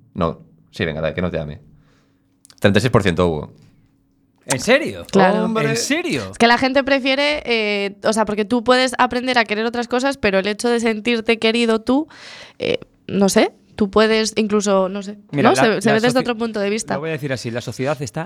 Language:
Spanish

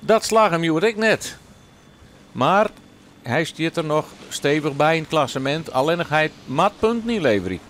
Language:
Western Frisian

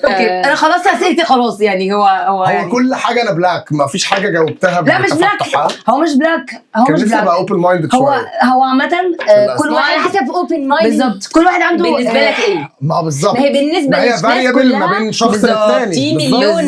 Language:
Egyptian Arabic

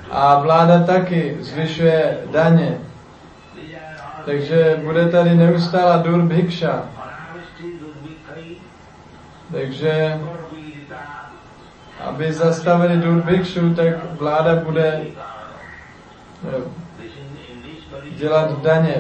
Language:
Czech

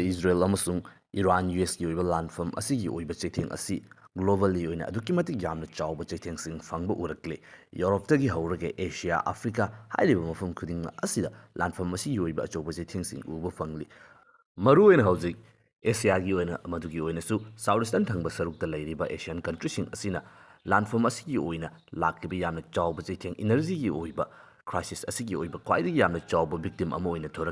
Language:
Manipuri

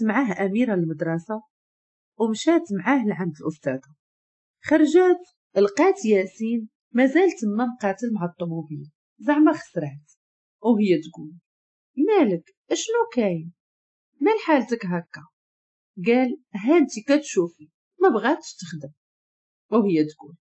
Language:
Moroccan Arabic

